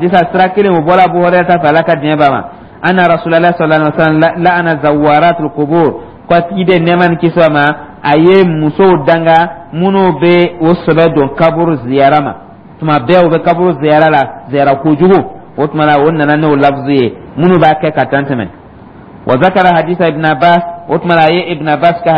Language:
Dyula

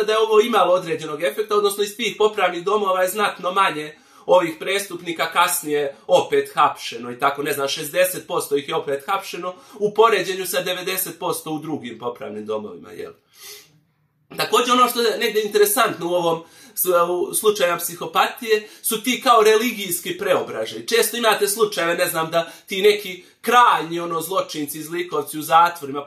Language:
Bosnian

